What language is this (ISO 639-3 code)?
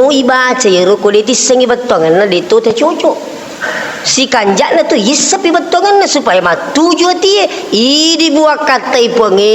bug